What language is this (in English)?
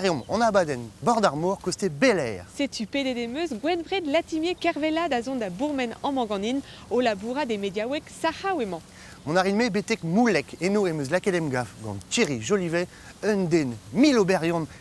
Breton